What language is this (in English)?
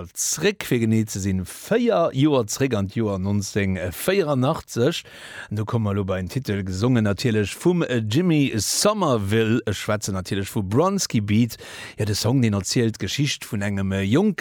Luxembourgish